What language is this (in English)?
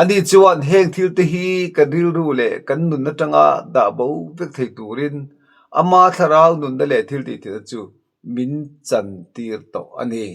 Mizo